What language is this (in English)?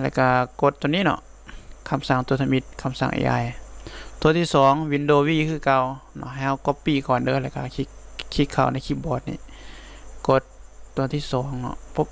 Lao